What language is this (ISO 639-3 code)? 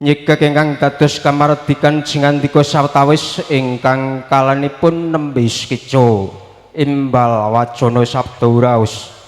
jav